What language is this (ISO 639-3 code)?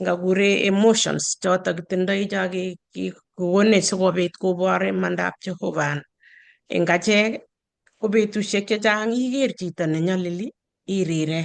kln